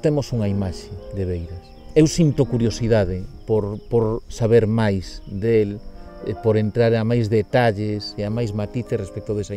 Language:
Galician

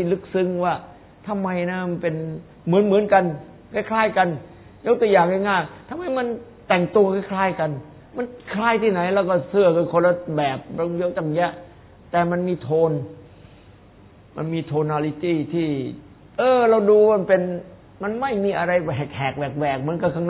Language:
Thai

